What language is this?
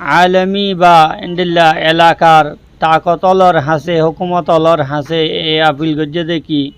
Rohingya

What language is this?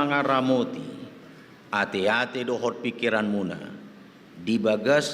Batak Toba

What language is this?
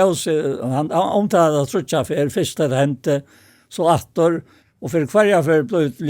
Faroese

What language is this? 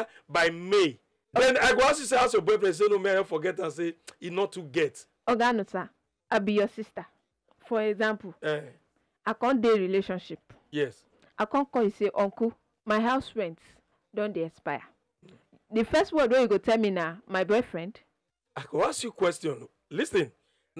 Nigerian Pidgin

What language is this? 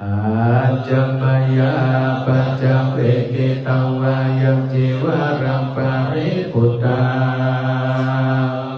Pali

